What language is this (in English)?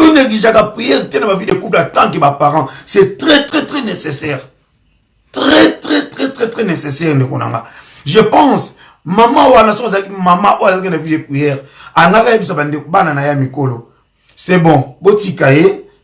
Lingala